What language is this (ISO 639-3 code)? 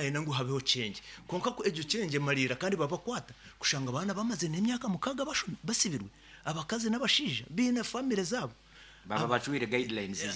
nyn